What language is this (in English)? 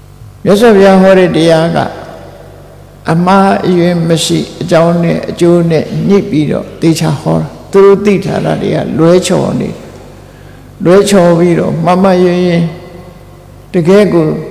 Burmese